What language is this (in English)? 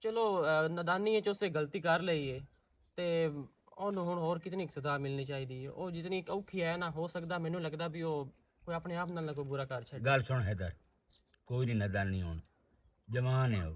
Western Panjabi